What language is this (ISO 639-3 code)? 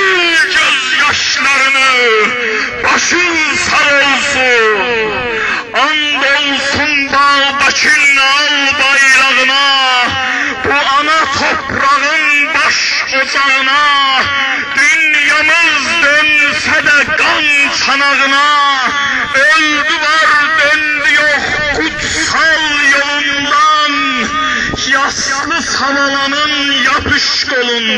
azb